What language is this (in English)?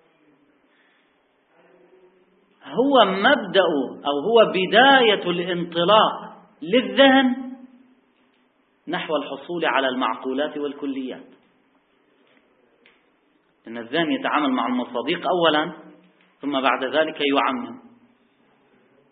Arabic